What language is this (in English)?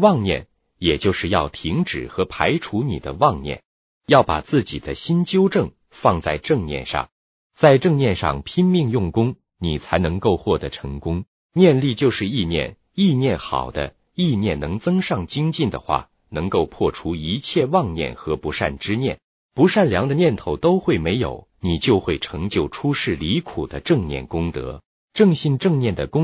Chinese